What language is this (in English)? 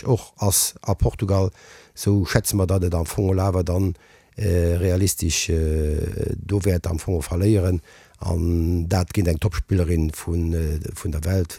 Luxembourgish